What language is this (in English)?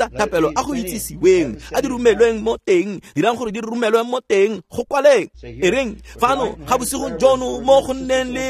Tswana